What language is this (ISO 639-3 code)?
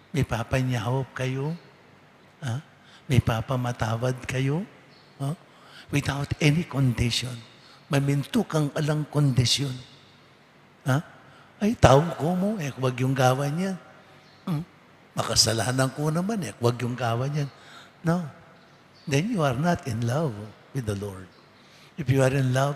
pam